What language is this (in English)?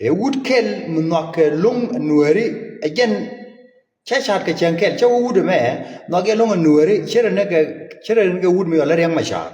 Nuer